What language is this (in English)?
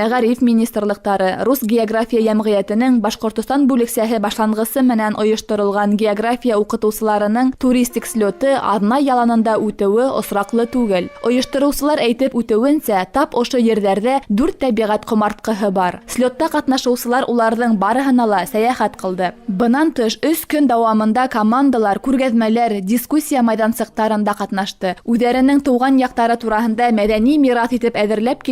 Bashkir